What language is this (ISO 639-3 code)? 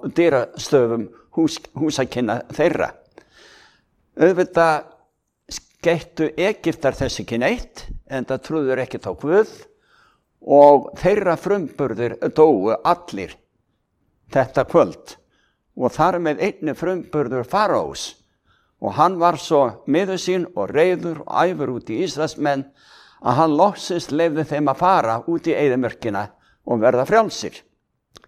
isl